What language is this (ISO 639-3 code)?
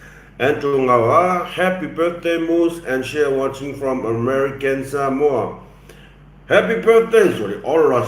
smo